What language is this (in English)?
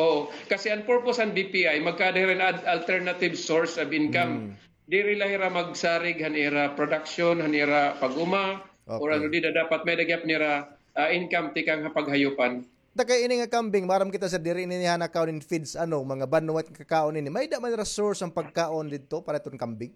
Waray